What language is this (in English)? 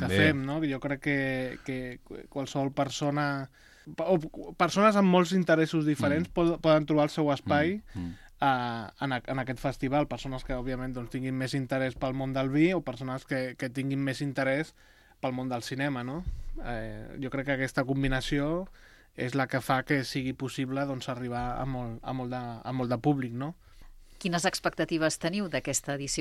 Catalan